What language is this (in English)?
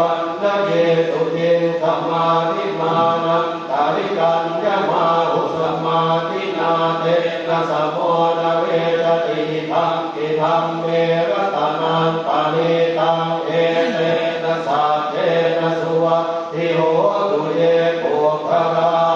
Pali